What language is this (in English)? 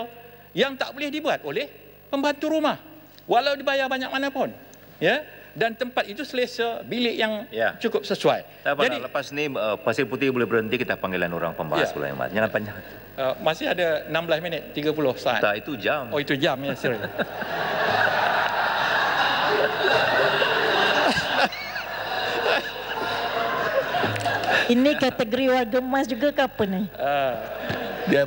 Malay